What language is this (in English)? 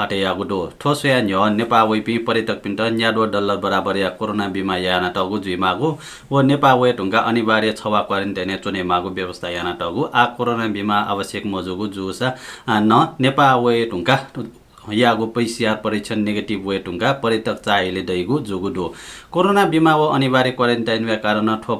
Newari